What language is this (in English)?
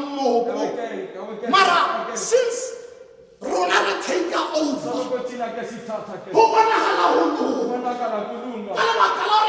Tswana